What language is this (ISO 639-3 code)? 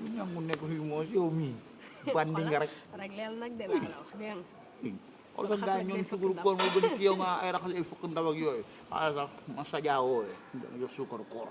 wol